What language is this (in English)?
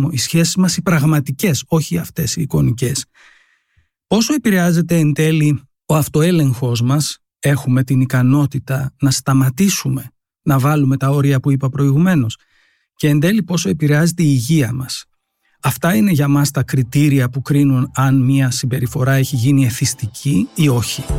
Greek